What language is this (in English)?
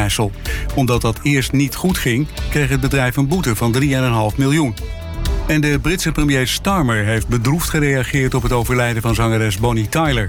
Dutch